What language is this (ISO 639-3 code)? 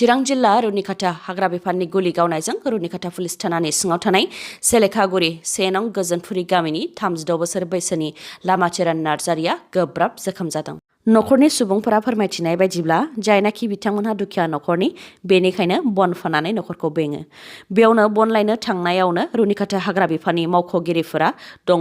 brx